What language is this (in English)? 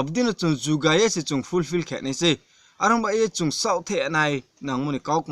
Riang (India)